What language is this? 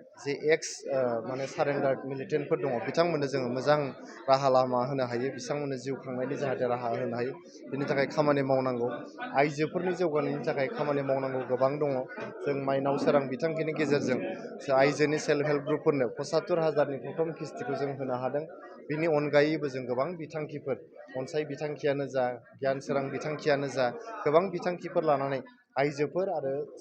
Bodo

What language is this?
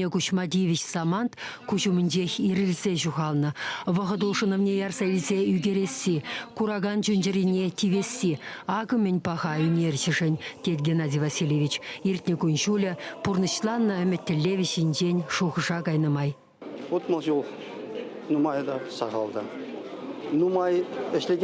Chuvash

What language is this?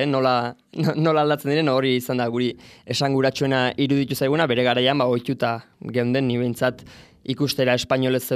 Basque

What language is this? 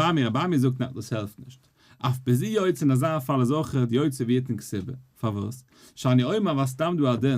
Yiddish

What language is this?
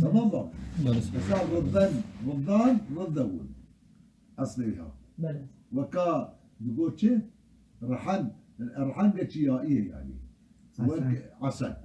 Kurdish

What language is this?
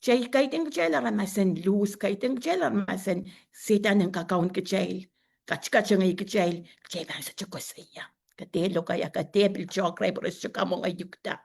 Pohnpeian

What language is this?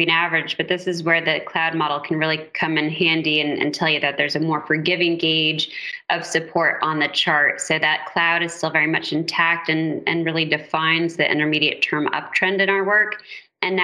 English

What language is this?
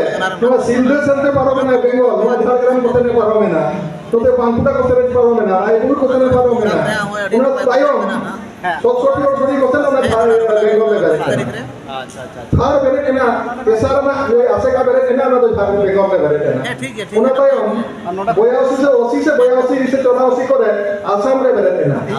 Santali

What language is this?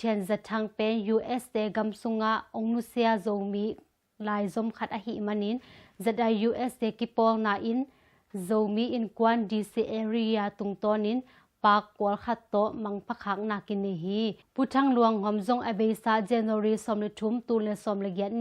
Tedim Chin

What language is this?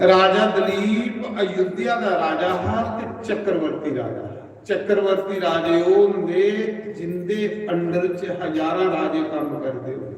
Dogri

